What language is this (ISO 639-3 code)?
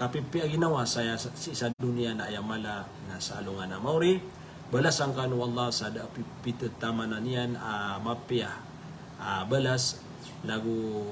mrw